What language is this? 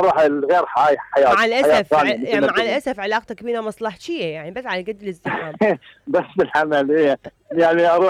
Mesopotamian Arabic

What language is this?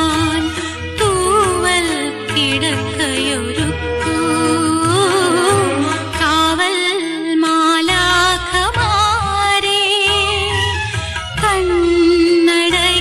Malayalam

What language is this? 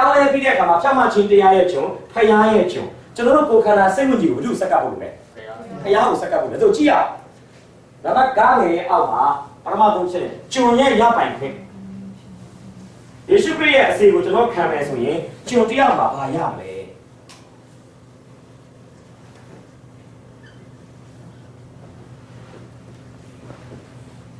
Burmese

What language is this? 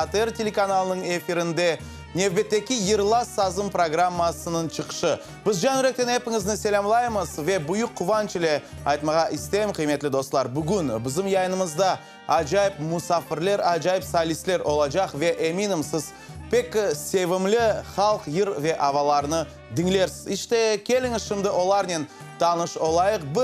Crimean Tatar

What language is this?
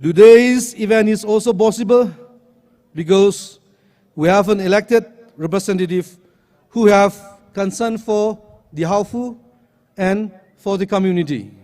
Tangkhul Naga (India)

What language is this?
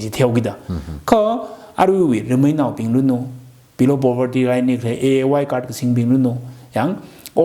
Tangkhul Naga (India)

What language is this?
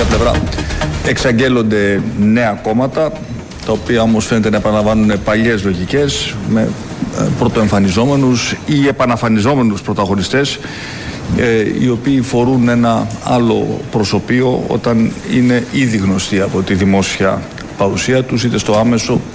Greek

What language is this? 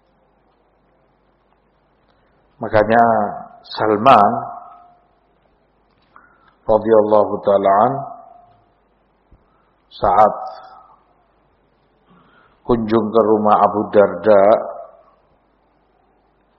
Indonesian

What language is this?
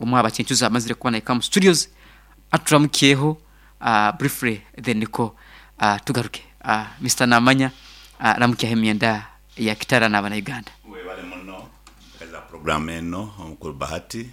Nyankole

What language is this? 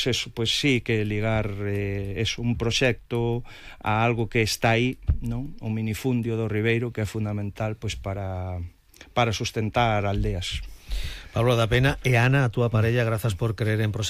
Galician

